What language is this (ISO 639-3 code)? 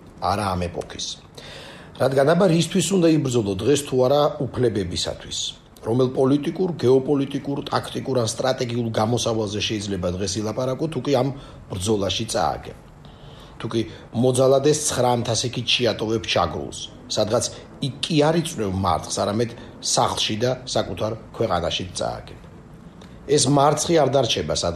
kat